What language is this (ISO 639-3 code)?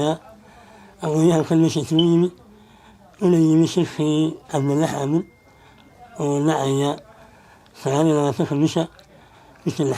som